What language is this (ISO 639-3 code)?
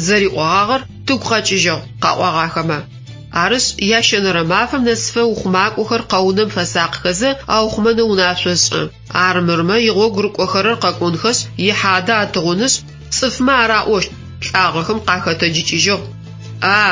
ady